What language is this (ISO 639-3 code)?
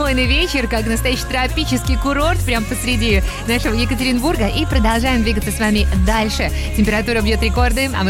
rus